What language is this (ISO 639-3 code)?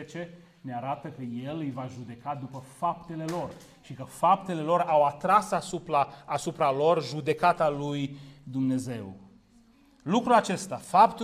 ron